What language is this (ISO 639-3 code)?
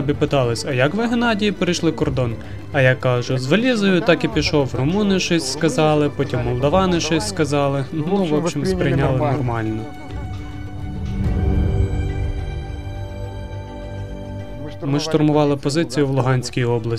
ukr